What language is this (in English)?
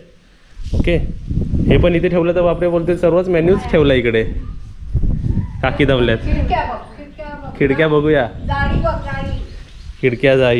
Marathi